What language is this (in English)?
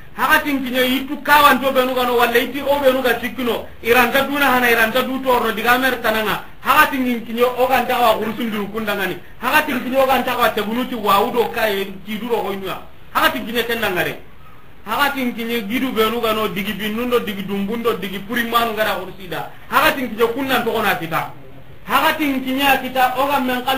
Soninke